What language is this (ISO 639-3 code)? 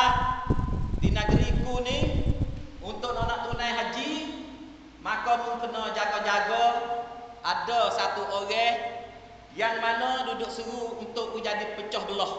msa